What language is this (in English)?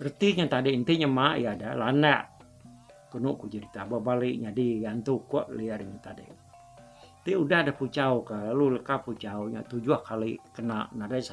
Iban